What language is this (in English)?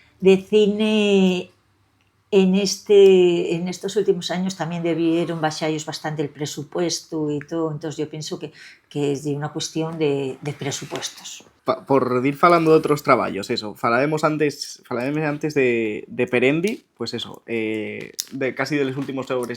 Asturian